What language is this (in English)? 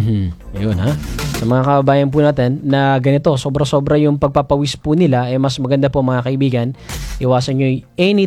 Filipino